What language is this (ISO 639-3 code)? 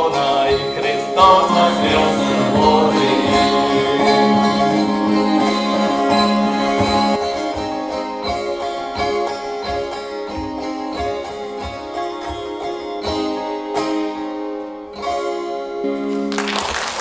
rus